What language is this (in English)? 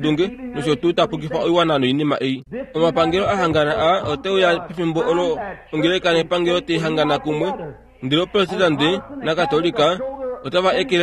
Kuanyama